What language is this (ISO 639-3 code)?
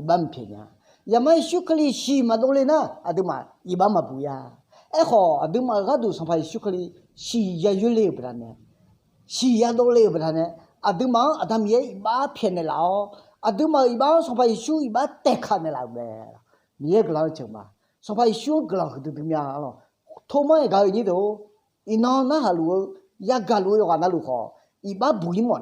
ahk